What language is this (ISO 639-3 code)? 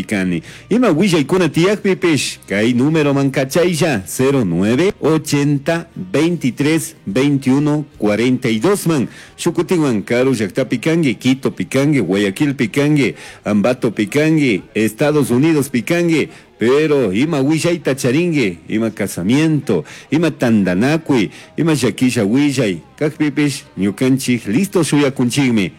qug